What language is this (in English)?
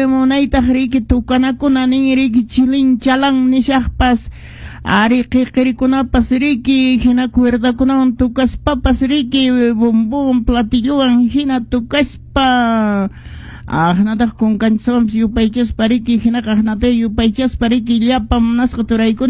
Quechua